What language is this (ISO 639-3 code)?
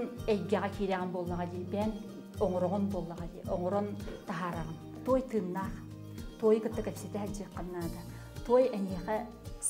sah